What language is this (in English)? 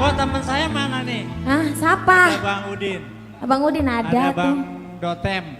Betawi